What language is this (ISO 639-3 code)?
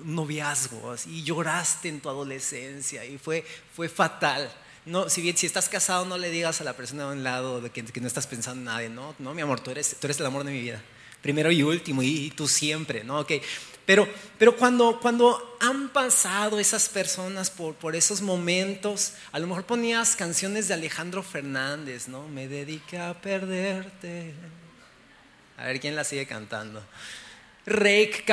spa